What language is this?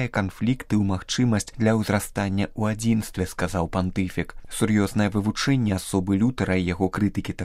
Belarusian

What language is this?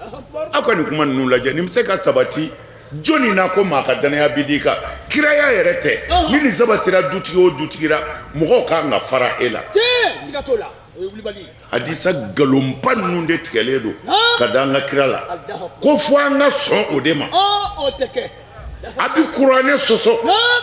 Bambara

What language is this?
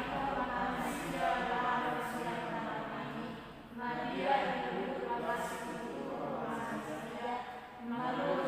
Batak Toba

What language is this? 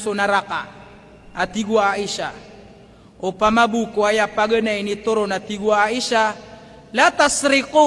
Maranao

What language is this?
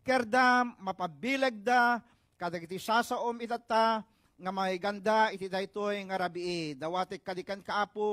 Iloko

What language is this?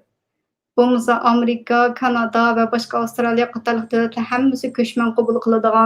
Uyghur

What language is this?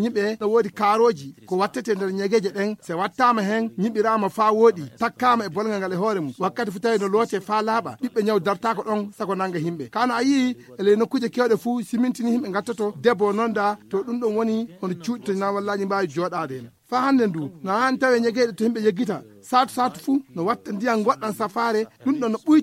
Nigerian Fulfulde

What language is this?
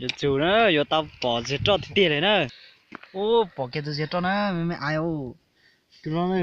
Hmong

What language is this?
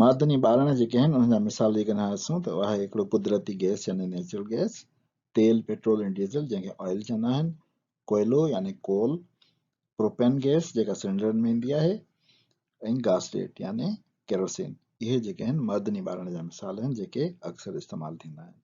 Sindhi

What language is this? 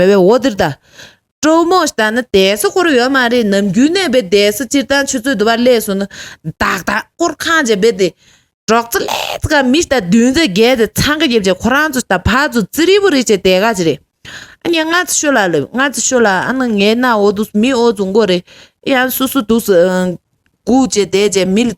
Tibetan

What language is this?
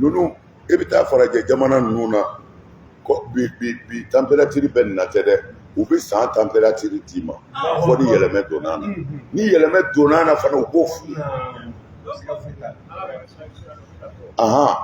Bambara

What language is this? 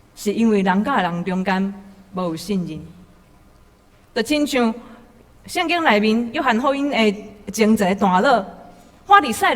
Min Nan Chinese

